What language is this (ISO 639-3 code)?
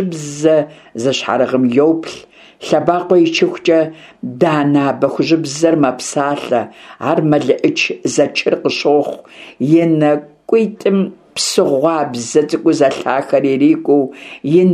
kbd